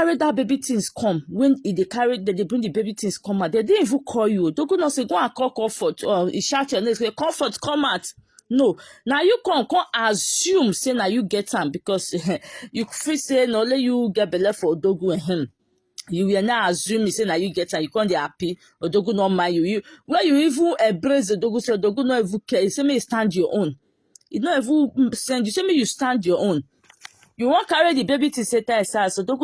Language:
Nigerian Pidgin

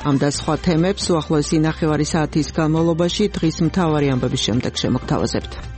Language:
Georgian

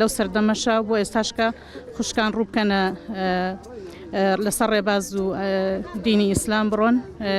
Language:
Central Kurdish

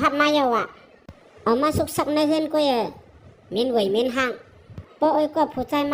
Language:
Shan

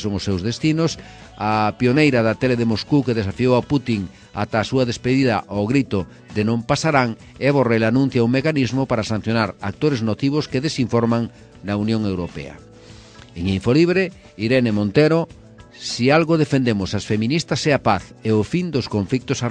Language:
Galician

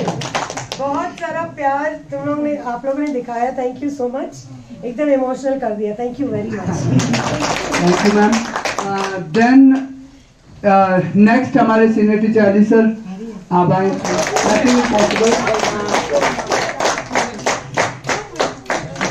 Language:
Hindi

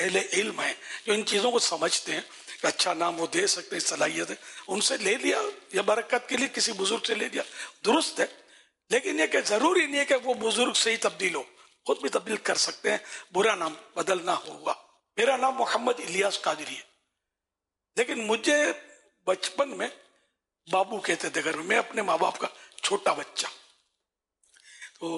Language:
Urdu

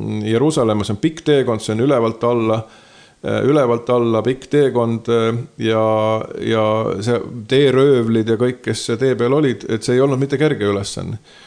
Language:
Estonian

